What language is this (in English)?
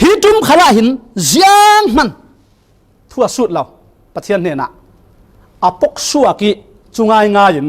Falam Chin